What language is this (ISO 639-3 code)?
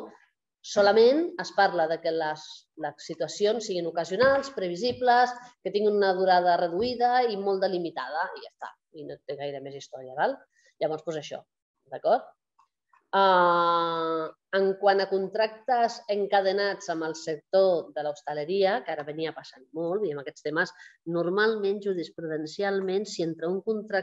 cat